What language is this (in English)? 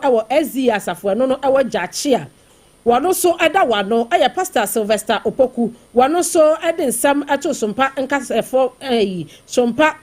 Akan